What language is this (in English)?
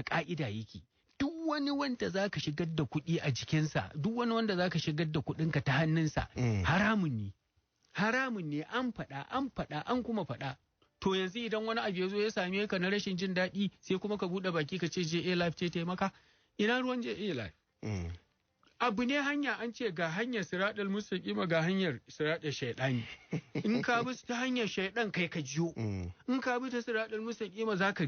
Hausa